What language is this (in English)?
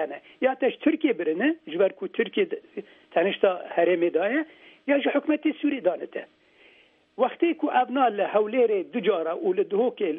Kurdish